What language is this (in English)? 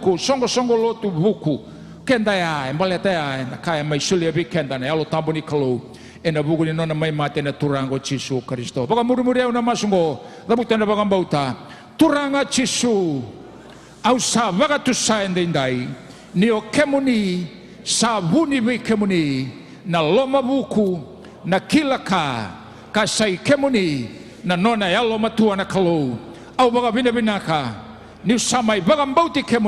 Fijian